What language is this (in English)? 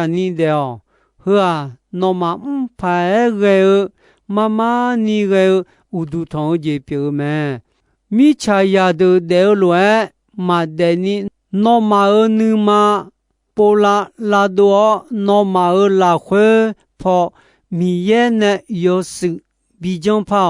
Akha